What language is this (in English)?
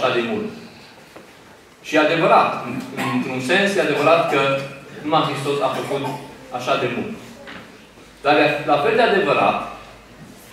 Romanian